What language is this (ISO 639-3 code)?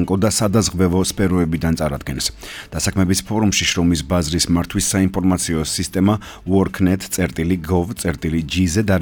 kat